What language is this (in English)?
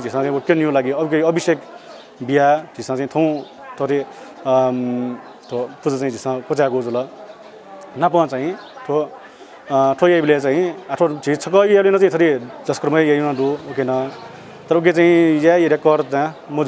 Newari